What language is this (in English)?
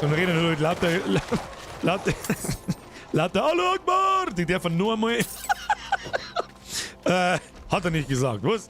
Bavarian